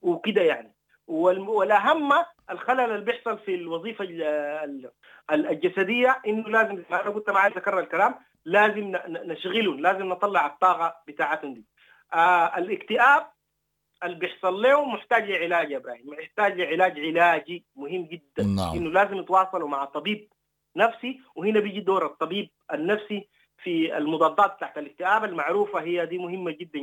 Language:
Sudanese Arabic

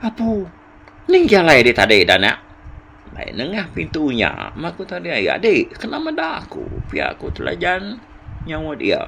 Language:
Iban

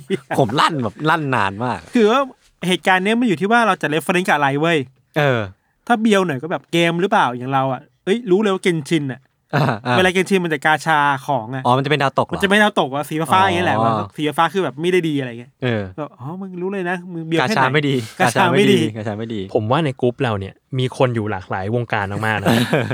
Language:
Thai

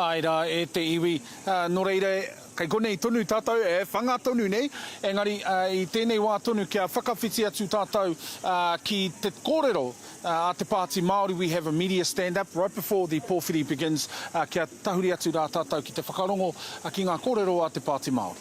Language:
Māori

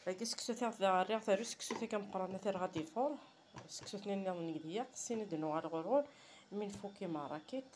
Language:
Kabyle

